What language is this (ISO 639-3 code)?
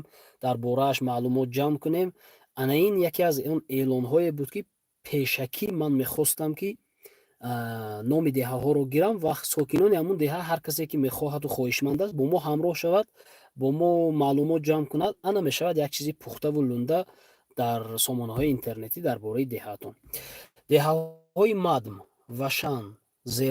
tgk